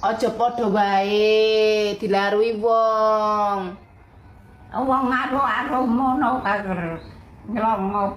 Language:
Javanese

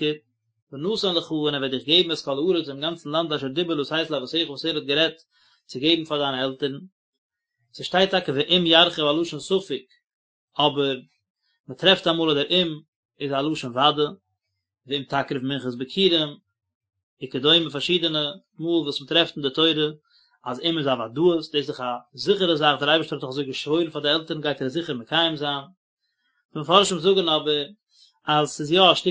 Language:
Yiddish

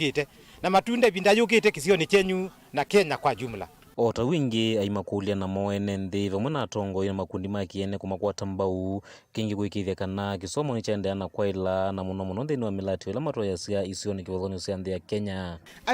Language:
Kamba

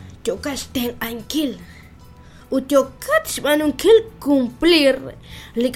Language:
Kekchí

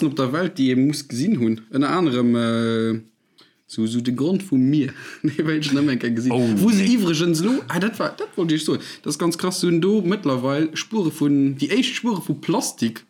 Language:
Luxembourgish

